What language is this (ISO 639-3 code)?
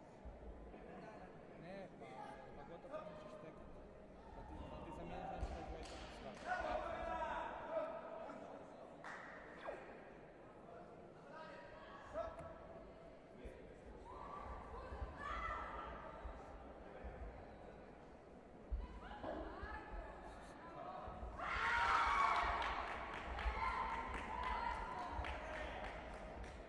hrv